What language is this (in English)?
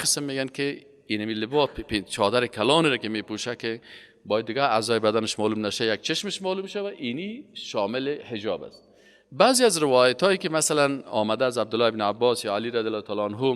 Persian